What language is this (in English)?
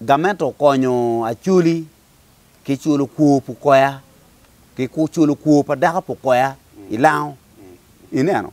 Acoli